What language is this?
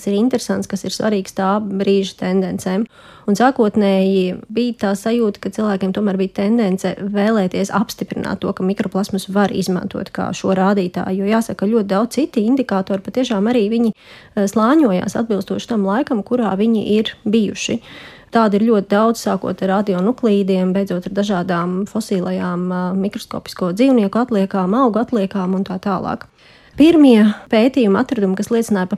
Latvian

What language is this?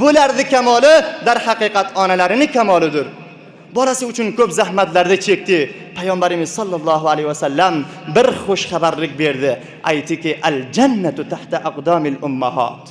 Uzbek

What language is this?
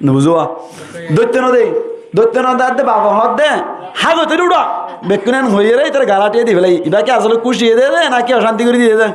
Rohingya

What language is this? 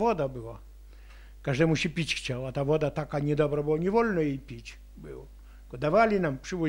Polish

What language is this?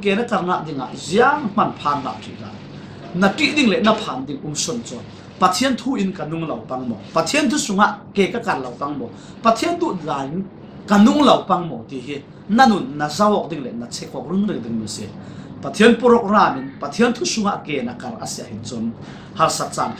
Falam Chin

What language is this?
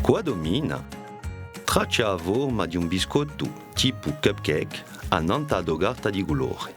Corsican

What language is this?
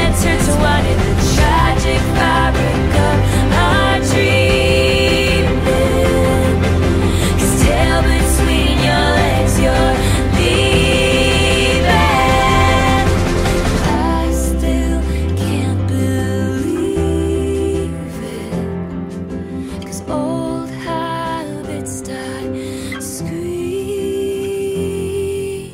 English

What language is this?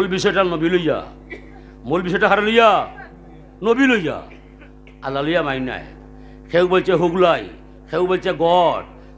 Sylheti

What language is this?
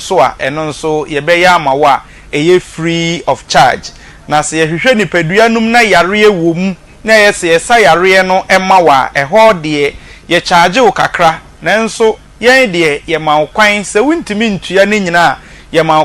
Akan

